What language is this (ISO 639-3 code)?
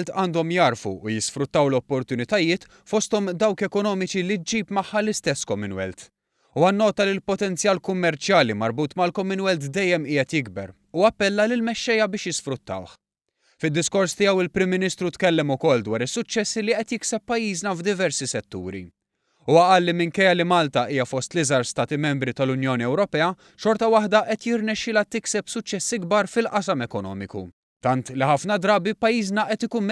mlt